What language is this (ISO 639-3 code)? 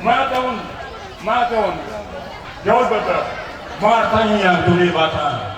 bbc